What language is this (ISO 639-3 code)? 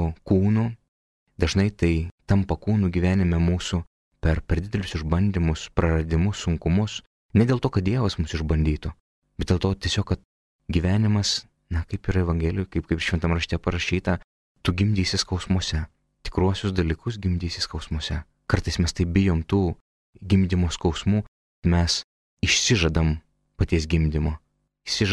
lit